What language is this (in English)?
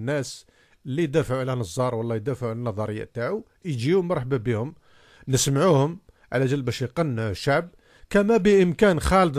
Algerian Arabic